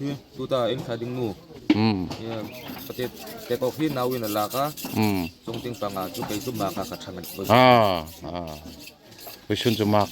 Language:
Hmar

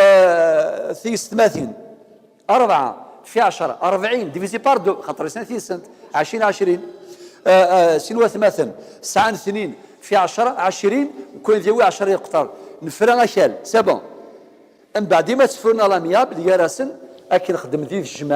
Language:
Kabyle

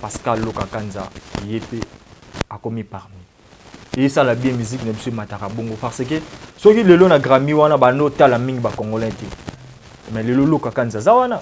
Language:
Lingala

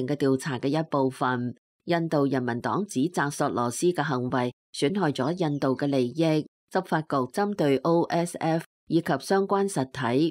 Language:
Cantonese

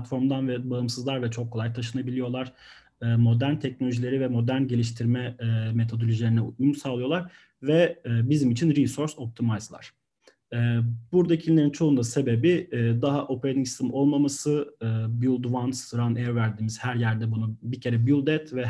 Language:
Turkish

